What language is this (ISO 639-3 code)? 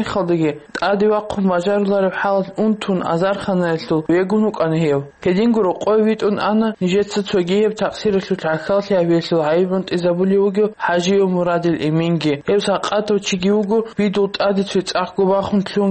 ava